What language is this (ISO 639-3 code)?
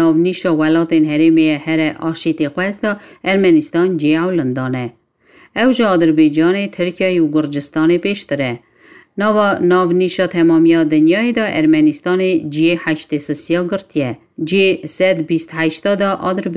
kur